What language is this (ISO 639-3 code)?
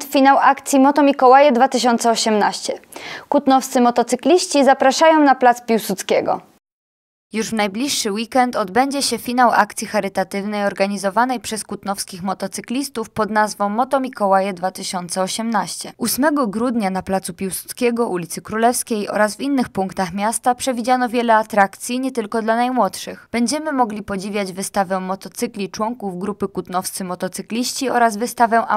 pol